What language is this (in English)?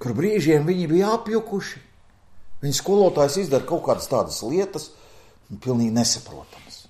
Latvian